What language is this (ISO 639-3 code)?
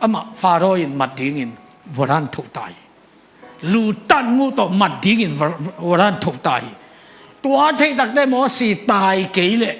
ctd